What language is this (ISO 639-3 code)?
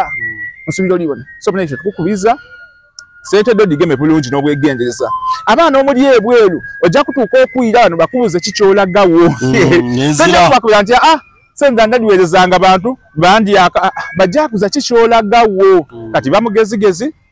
xog